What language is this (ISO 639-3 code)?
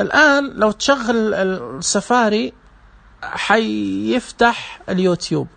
ars